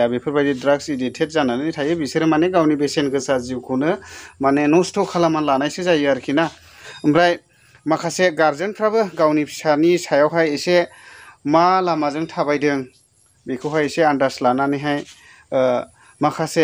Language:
Bodo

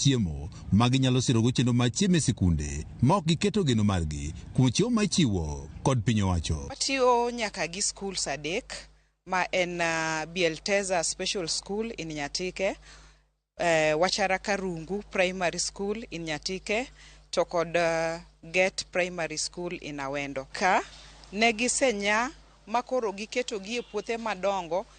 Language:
Luo (Kenya and Tanzania)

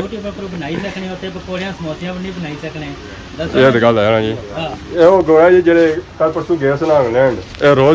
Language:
Pahari-Potwari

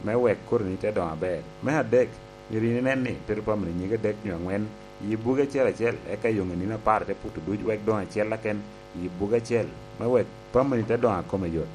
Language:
Lango (Uganda)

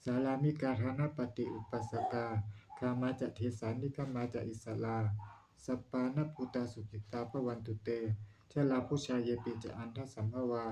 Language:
Pali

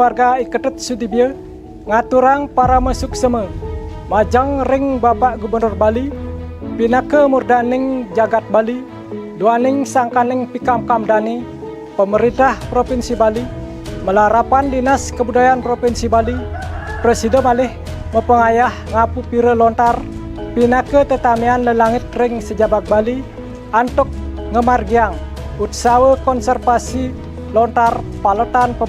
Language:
Balinese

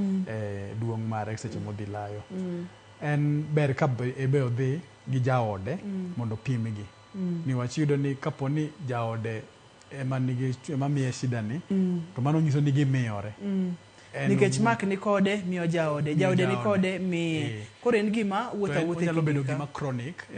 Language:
Luo (Kenya and Tanzania)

